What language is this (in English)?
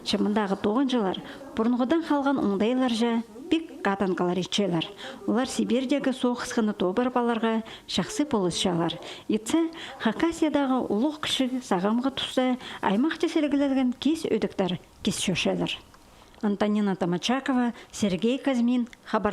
Khakas